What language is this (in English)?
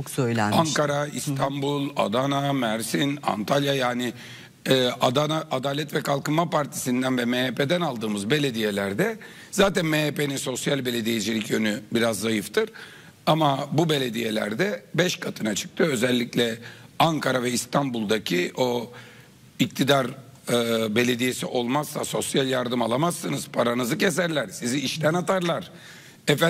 Turkish